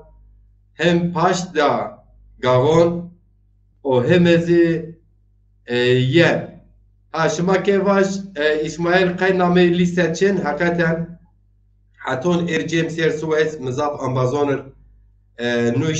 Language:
Zaza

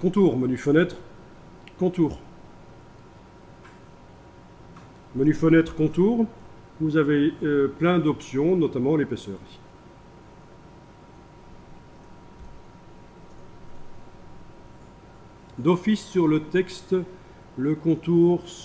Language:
French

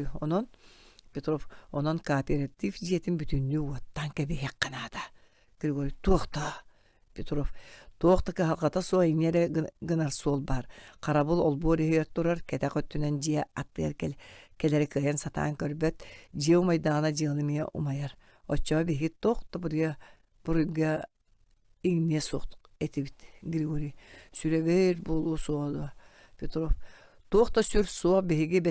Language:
Yakut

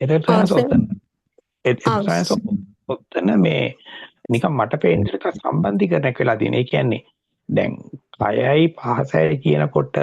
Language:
Sinhala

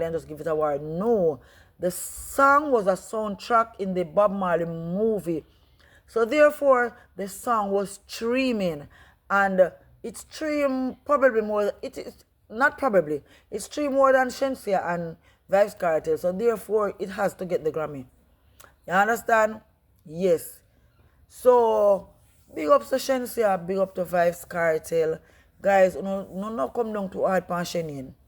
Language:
Jamaican Creole English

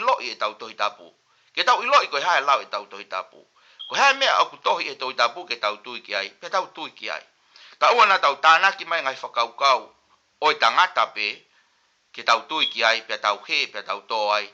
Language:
Tongan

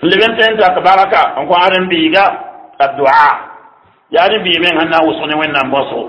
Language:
Mossi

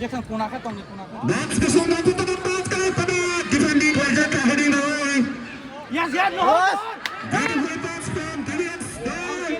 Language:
Kok Borok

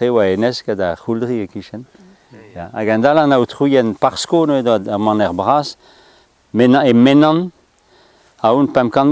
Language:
Breton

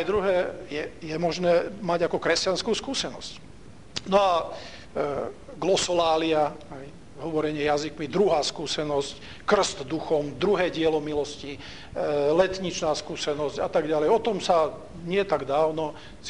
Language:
Slovak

